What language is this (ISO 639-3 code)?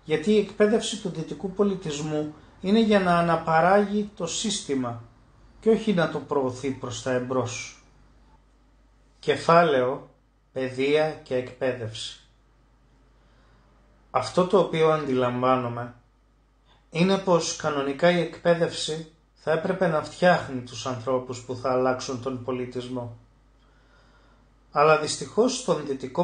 ell